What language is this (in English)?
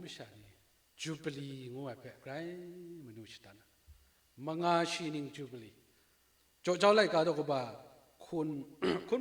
Kachin